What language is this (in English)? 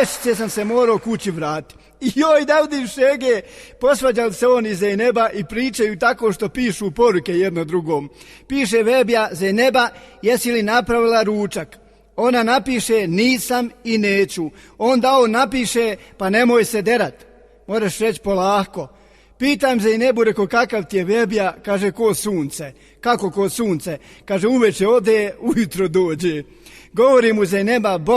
Bosnian